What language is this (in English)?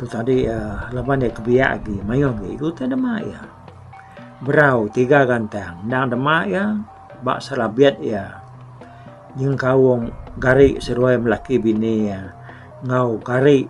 Iban